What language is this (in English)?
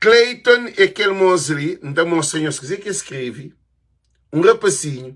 Kabuverdianu